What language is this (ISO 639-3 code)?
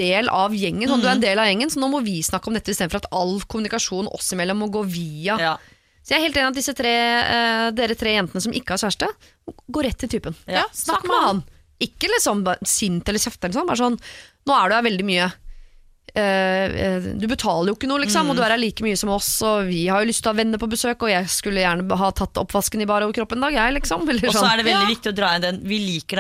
nor